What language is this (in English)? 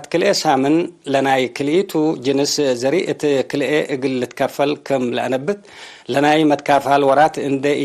Tigre